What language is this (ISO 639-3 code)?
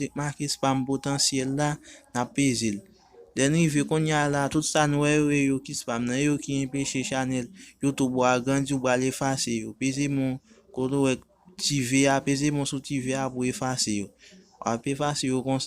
hat